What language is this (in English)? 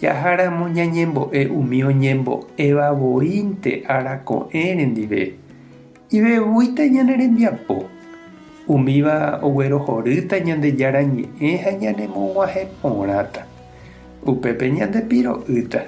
Guarani